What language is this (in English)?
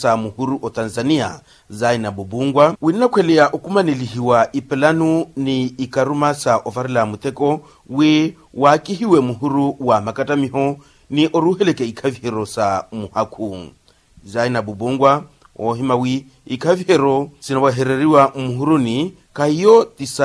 Makhuwa